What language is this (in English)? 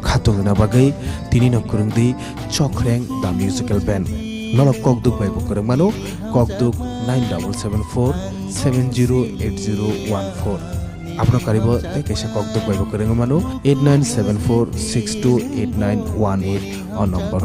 Kok Borok